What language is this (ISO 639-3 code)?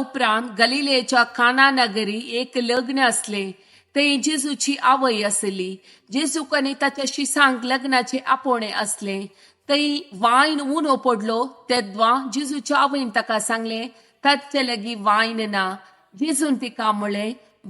kok